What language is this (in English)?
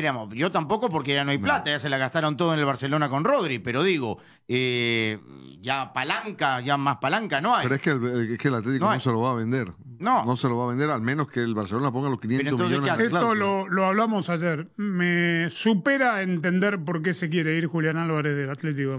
Spanish